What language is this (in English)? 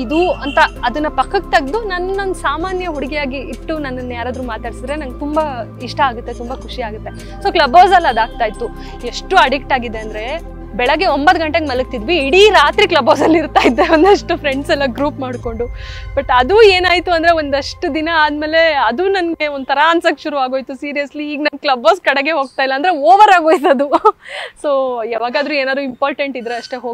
Kannada